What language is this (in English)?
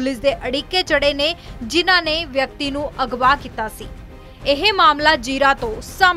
Punjabi